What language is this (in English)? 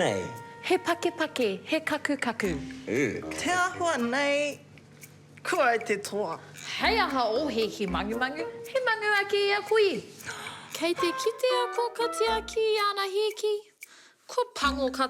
Māori